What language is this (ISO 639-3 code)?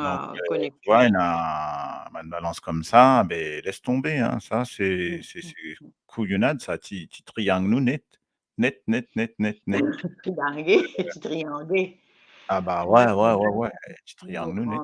mfe